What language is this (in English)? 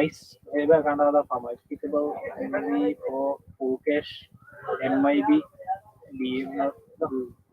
Divehi